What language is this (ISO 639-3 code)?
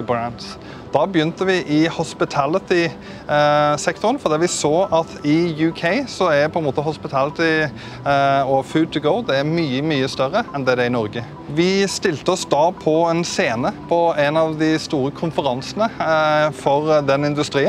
nor